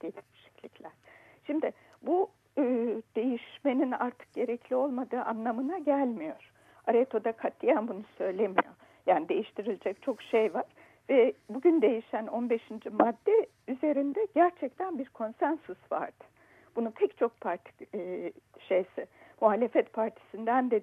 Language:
Turkish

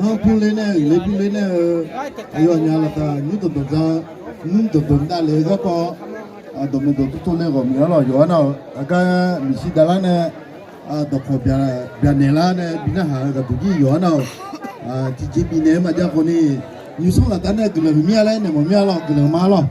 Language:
Akha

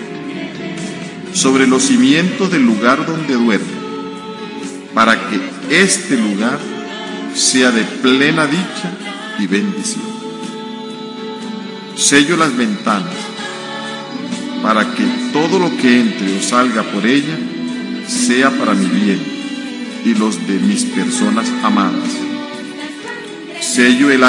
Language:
Spanish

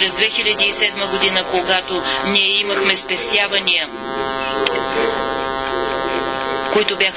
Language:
Bulgarian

